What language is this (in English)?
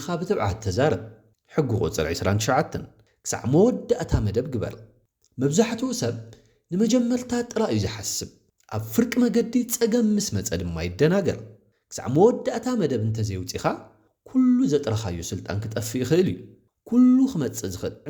Tigrinya